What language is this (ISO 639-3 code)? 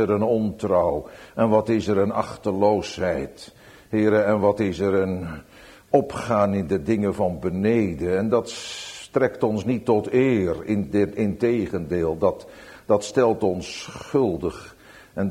nld